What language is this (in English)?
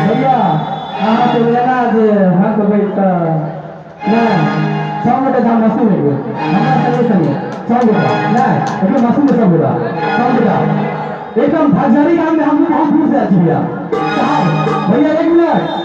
Maithili